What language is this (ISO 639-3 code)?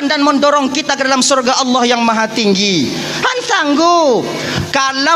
ace